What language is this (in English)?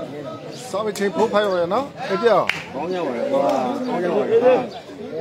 Burmese